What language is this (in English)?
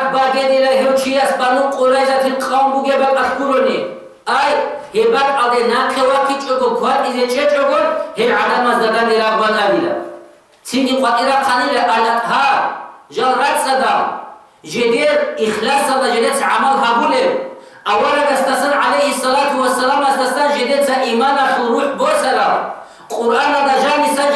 Avaric